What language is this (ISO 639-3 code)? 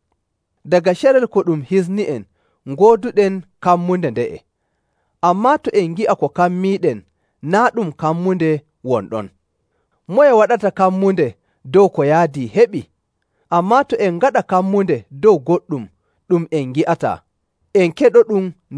fuv